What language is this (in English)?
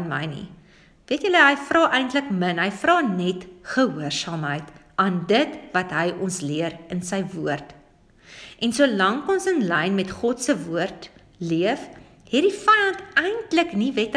Afrikaans